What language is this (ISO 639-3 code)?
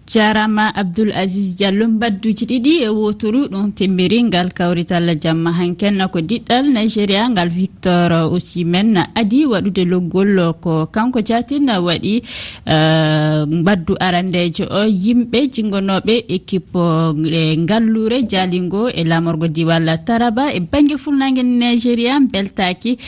ful